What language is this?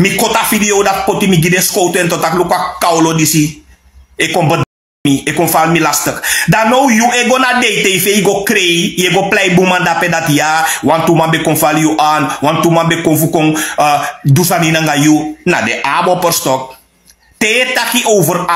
Sranan Tongo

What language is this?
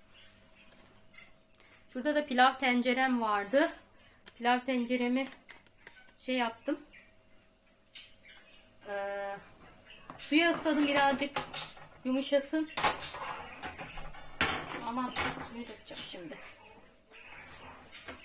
Turkish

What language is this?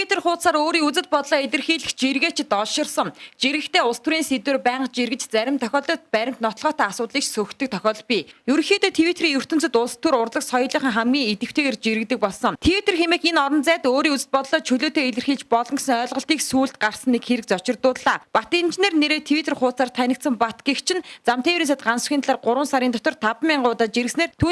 Mongolian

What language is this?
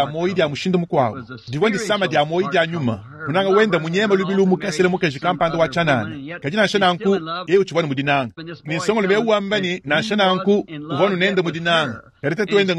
Luba-Lulua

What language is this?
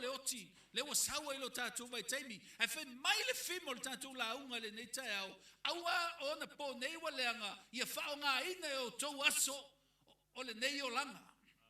Samoan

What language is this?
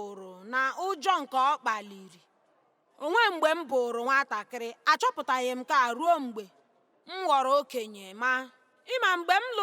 Igbo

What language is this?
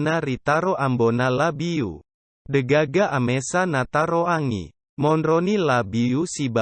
Buginese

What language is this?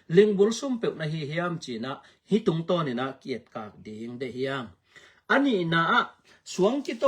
Tedim Chin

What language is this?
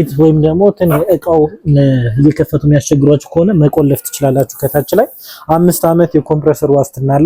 Amharic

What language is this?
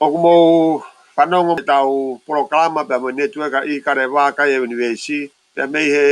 Tongan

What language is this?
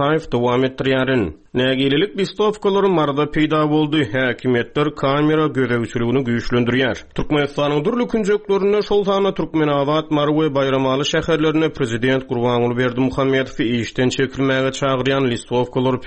Turkmen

